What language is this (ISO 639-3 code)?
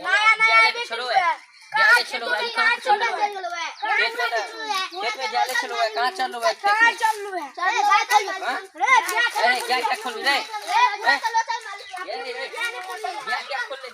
mai